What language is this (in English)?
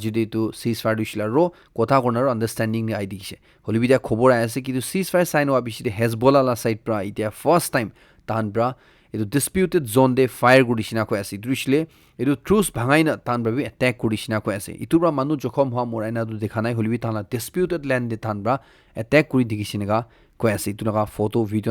Naga Pidgin